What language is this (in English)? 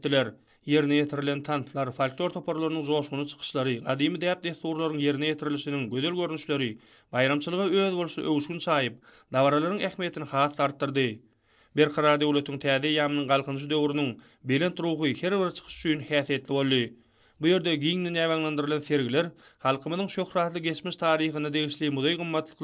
Turkmen